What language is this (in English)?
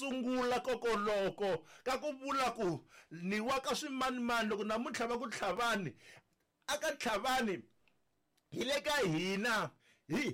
Tsonga